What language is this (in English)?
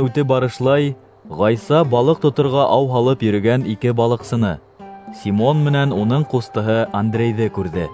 Bashkir